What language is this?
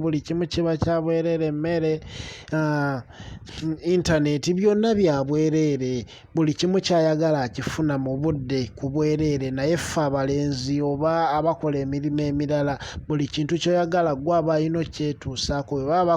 Ganda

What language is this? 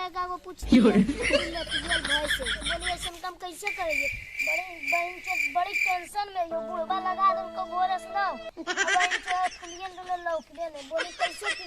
Magahi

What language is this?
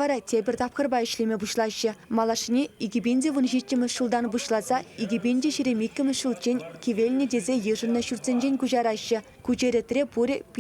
Chuvash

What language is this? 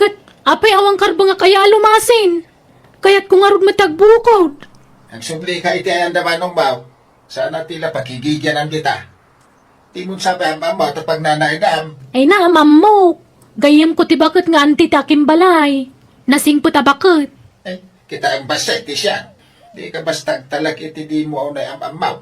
Iloko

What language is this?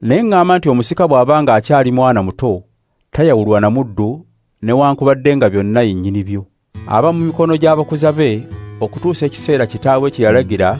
Ganda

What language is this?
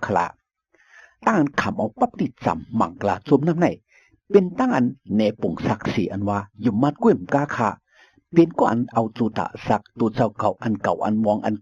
Shan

